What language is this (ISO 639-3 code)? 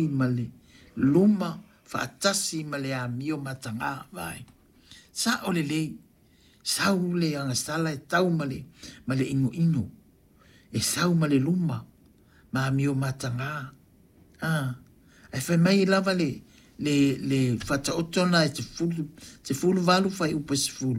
smo